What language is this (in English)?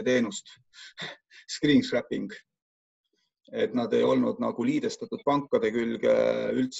Estonian